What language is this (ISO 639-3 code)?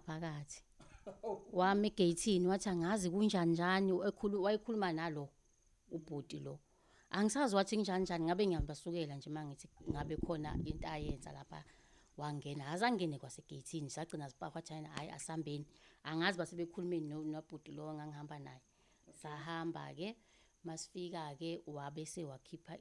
zul